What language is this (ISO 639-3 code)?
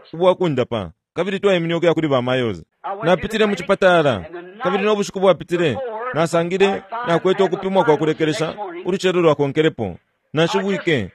bem